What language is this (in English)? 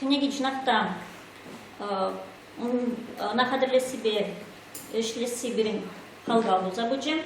Chuvash